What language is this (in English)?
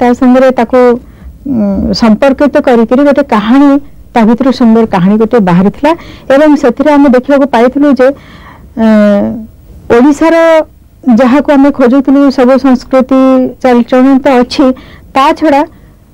Odia